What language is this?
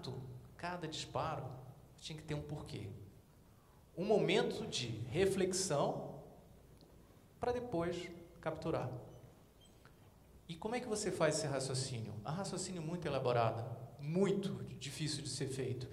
Portuguese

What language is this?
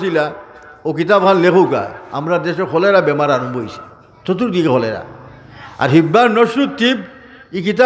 Sylheti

